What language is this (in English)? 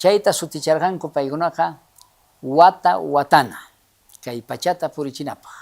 South Bolivian Quechua